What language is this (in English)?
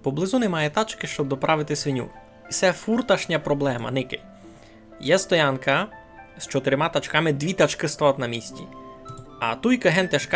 Rusyn